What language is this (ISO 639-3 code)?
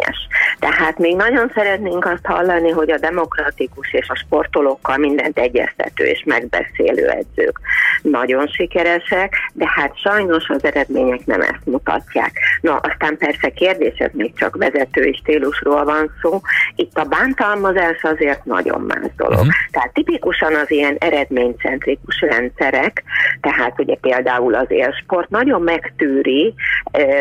hun